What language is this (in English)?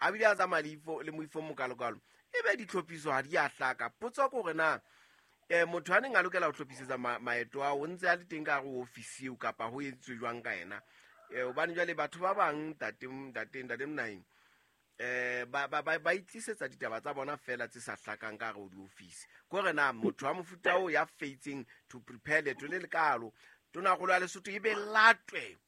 Southern Sotho